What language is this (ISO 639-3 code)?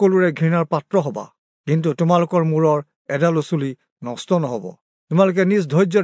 asm